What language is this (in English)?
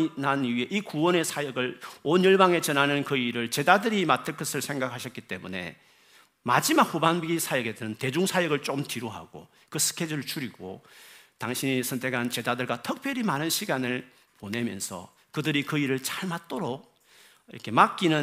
Korean